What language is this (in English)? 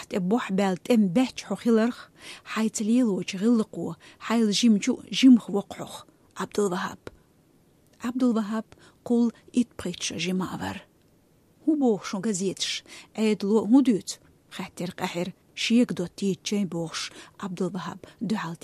Chechen